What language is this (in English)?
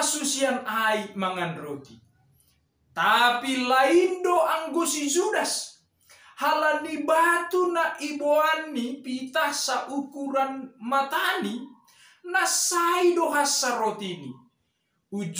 Batak Simalungun